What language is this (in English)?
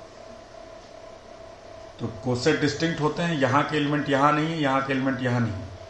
Hindi